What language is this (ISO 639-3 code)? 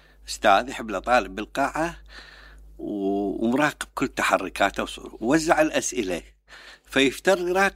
acm